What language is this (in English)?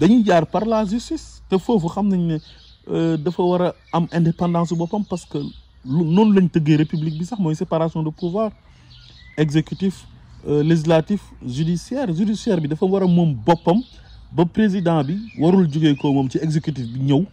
Wolof